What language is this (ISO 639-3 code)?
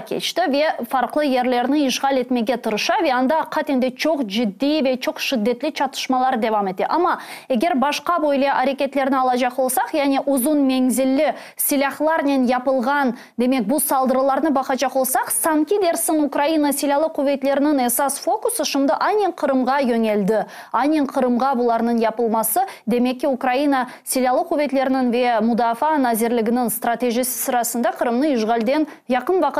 crh